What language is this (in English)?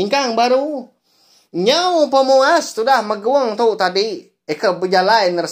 Iban